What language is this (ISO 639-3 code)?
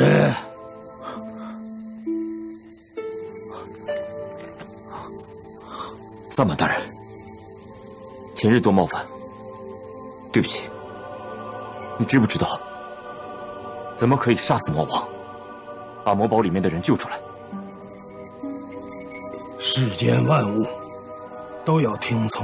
zho